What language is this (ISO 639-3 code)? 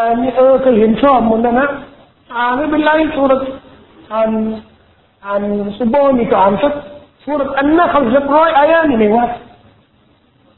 tha